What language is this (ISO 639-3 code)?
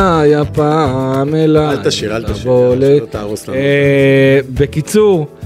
heb